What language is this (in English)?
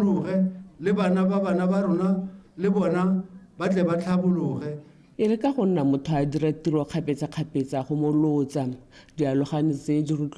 Tswana